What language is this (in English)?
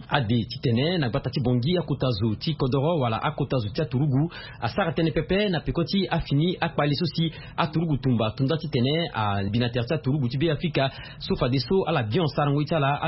Sango